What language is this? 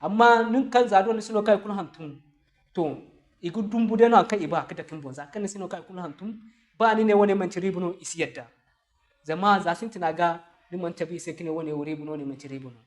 Zarma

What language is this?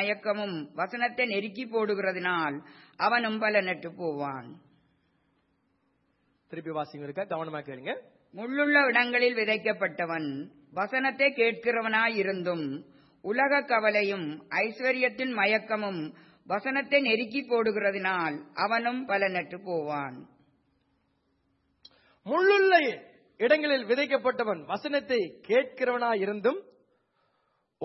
Tamil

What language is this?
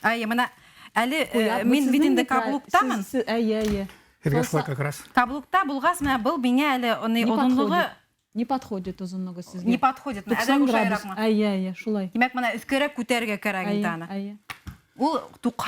Bashkir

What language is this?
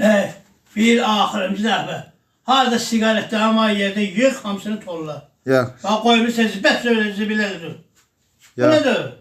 Azerbaijani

